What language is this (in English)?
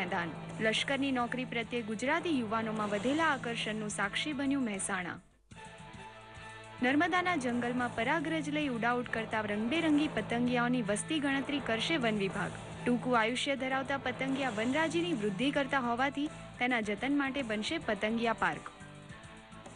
Gujarati